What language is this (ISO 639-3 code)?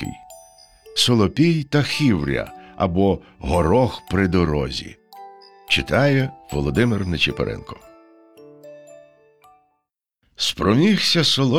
ukr